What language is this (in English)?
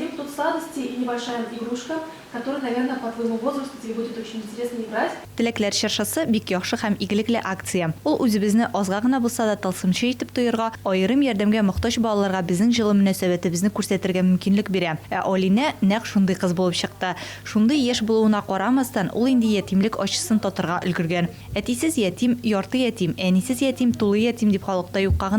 Tatar